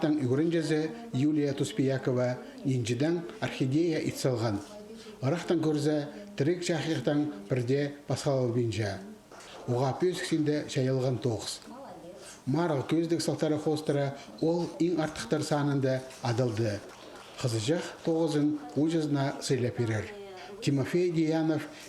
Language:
Khakas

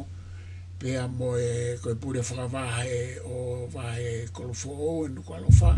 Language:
Tongan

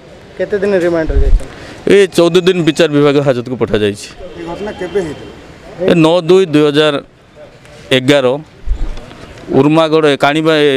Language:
Odia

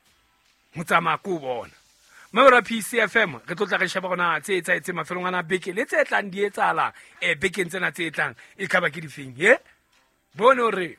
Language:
Southern Sotho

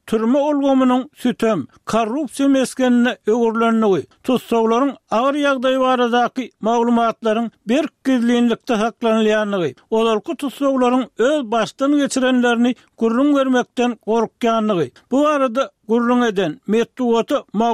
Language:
Turkmen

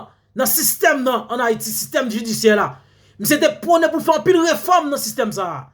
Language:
Haitian Creole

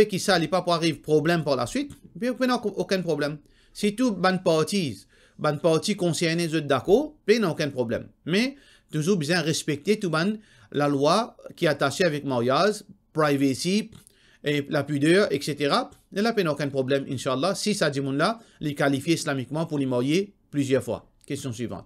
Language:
Morisyen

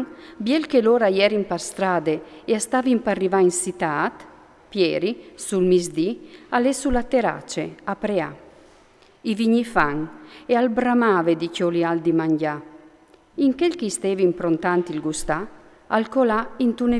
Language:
Friulian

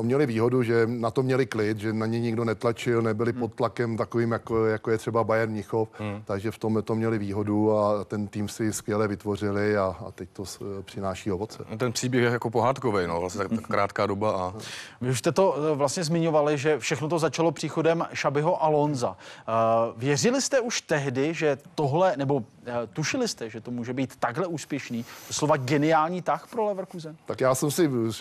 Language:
Czech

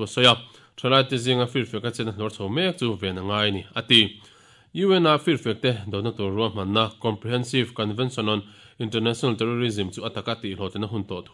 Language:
Mizo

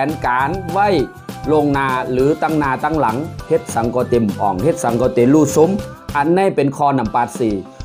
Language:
Shan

